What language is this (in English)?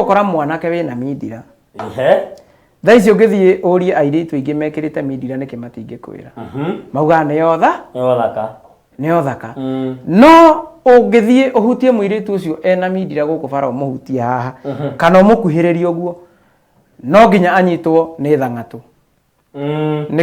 Kikuyu